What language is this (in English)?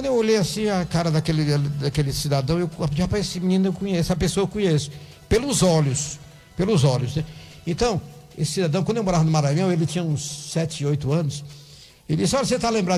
Portuguese